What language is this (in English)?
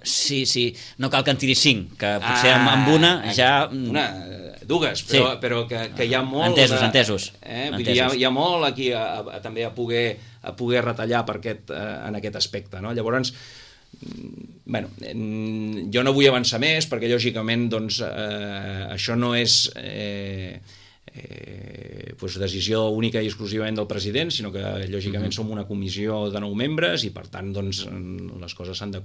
Catalan